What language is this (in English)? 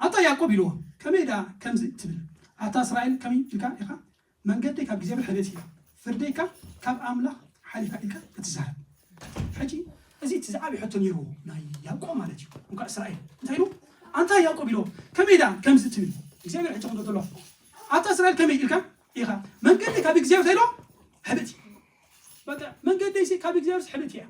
Tigrinya